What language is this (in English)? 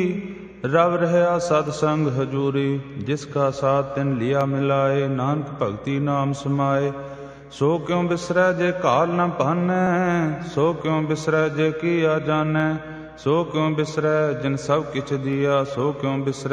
Punjabi